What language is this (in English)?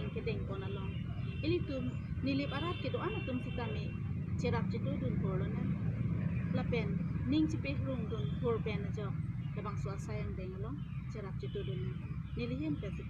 Karbi